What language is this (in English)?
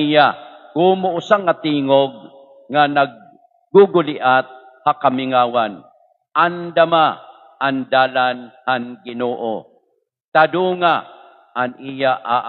Waray